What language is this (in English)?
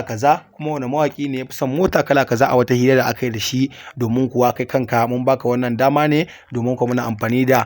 Hausa